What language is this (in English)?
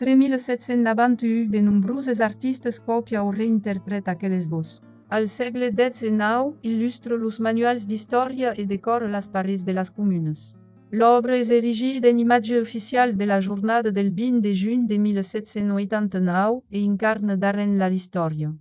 Occitan